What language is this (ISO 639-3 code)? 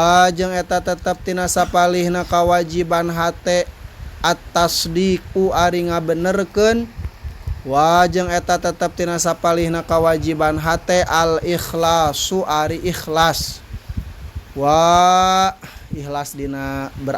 sun